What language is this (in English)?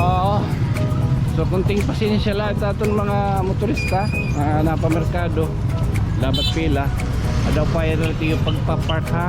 Waray